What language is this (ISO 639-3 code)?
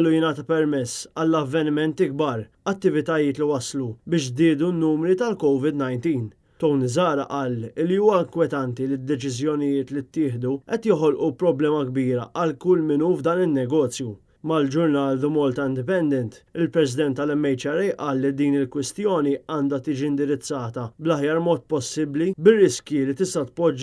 mlt